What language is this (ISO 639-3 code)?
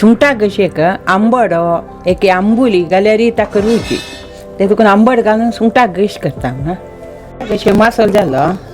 kok